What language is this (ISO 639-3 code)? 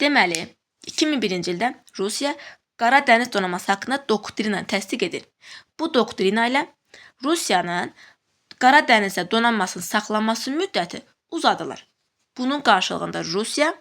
aze